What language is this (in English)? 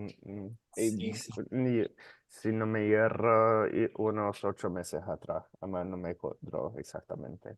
Ladino